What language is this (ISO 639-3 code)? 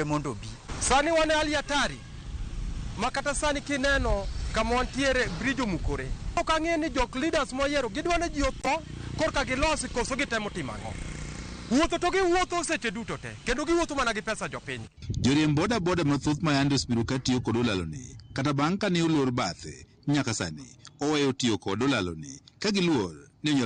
luo